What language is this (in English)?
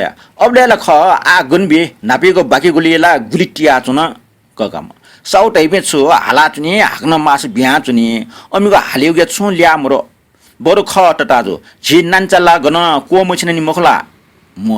Newari